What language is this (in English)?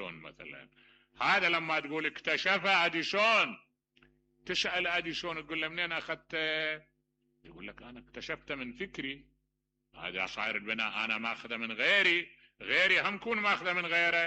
Mesopotamian Arabic